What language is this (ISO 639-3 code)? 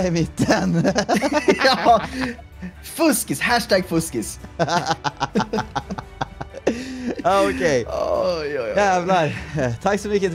swe